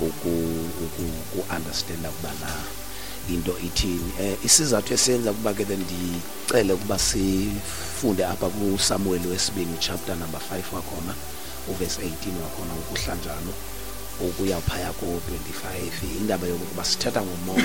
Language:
Xhosa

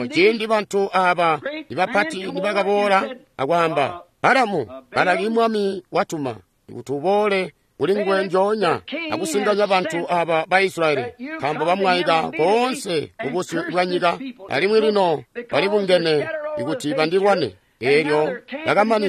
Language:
Tonga (Zambia)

